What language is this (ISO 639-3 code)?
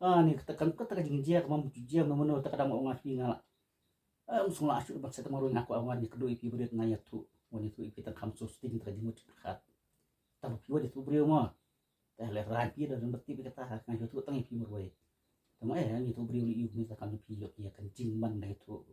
kha